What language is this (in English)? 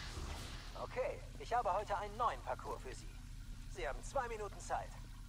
German